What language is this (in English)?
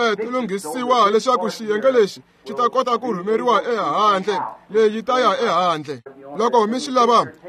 Tsonga